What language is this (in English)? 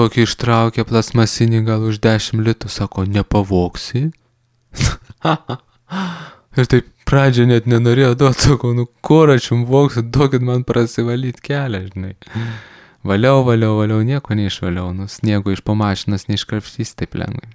Lithuanian